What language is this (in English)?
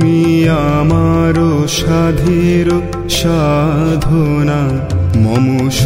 Bangla